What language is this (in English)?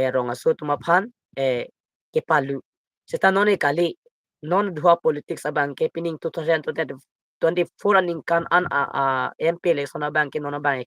Karbi